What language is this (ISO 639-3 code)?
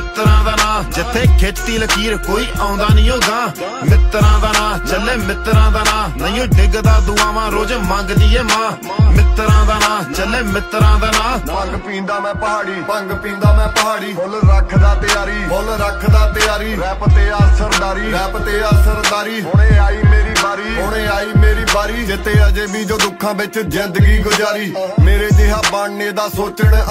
pan